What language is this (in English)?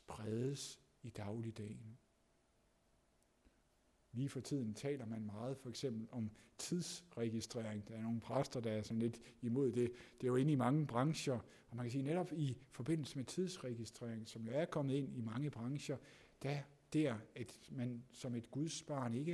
Danish